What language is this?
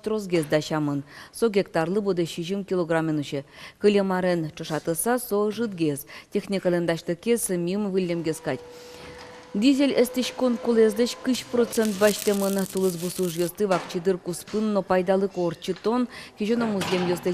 Udmurt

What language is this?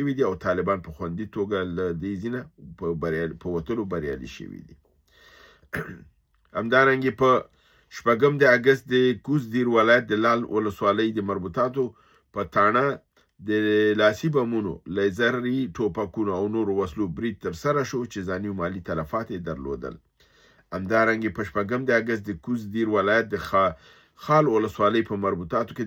Pashto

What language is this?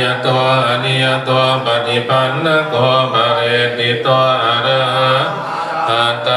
Pali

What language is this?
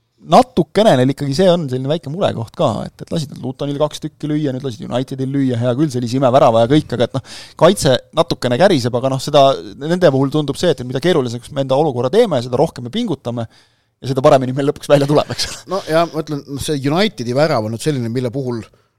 Estonian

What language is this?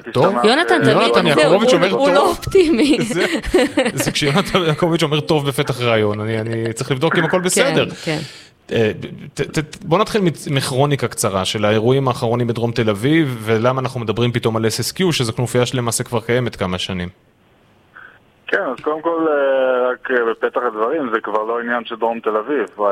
Hebrew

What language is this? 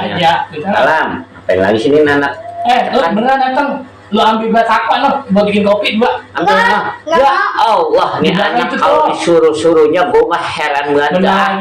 Betawi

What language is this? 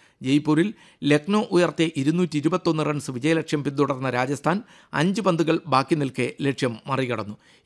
Malayalam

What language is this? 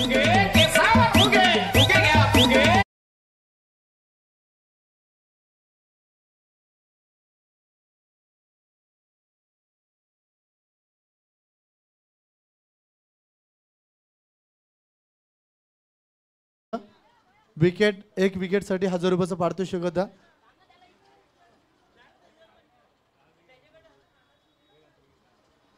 Marathi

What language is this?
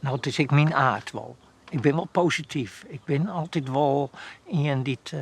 Western Frisian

